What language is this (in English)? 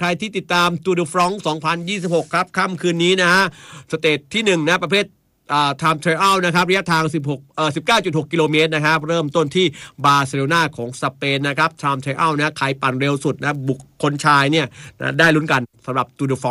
Thai